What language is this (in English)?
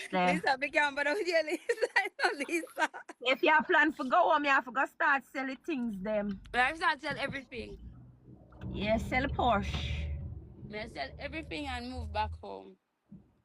Jamaican Creole English